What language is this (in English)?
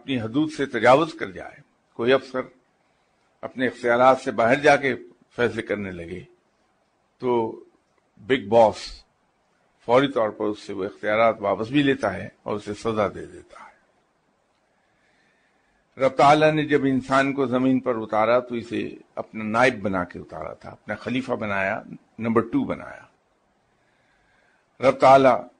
Urdu